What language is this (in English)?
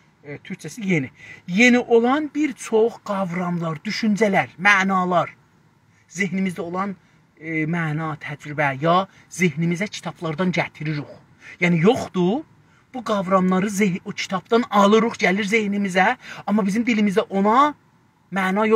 South Azerbaijani